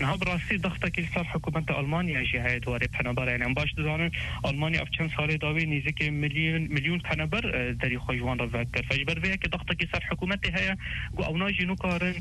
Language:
Kurdish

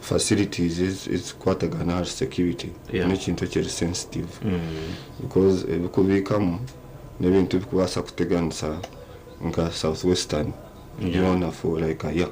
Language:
Nyankole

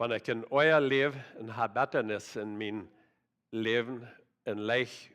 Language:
Plautdietsch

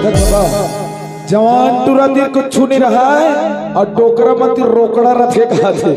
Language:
Chhattisgarhi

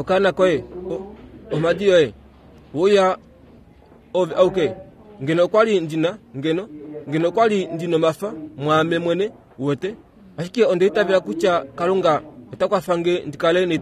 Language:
Kuanyama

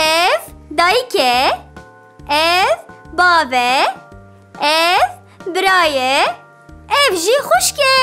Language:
Kurdish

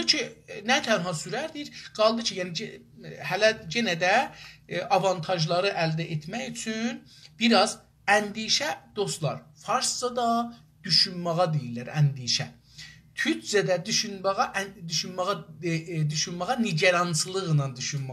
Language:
South Azerbaijani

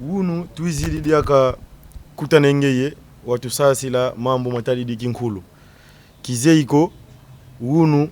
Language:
Kongo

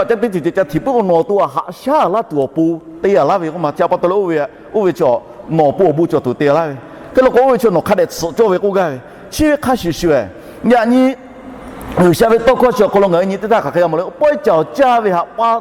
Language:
Lahu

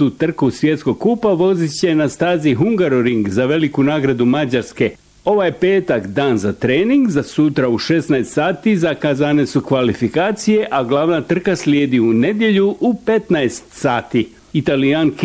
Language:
Bosnian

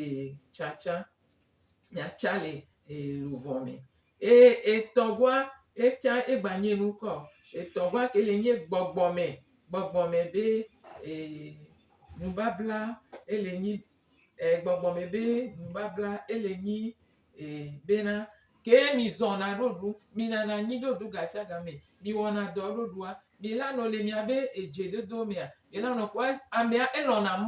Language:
Gen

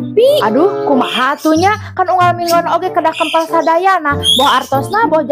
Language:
Sundanese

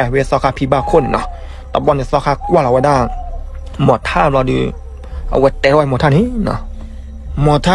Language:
S'gaw Karen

